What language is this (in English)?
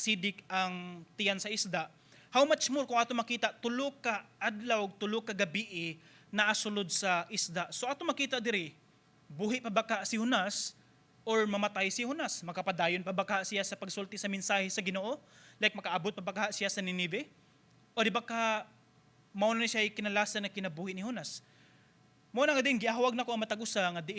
Cebuano